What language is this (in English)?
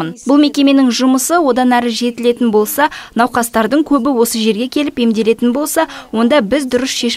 Kazakh